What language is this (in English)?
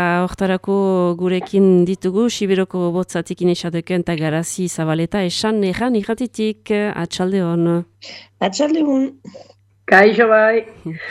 Basque